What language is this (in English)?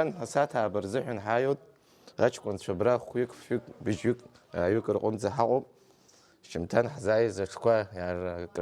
Abkhazian